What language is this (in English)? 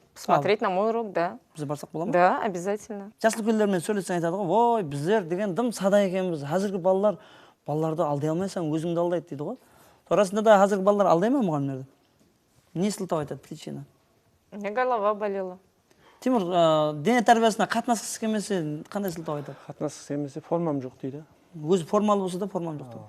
Kara-Kalpak